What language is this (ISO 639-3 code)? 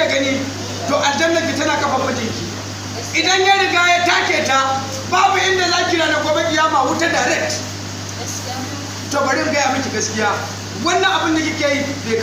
hau